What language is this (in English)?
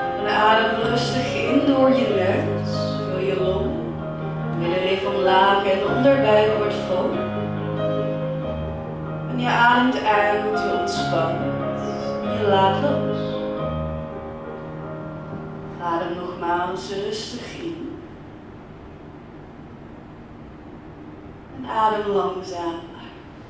Dutch